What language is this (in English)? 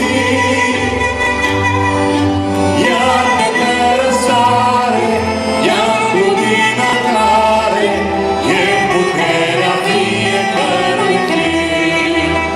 Romanian